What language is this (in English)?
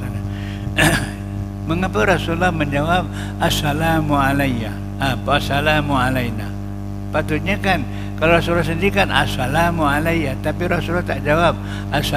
Malay